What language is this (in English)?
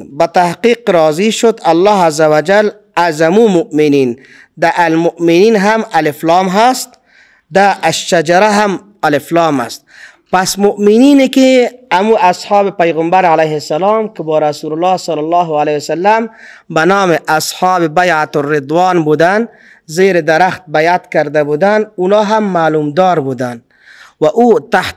Persian